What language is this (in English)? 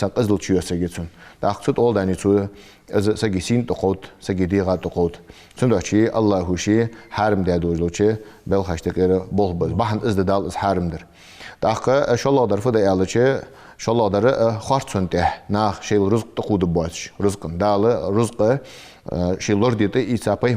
Ingush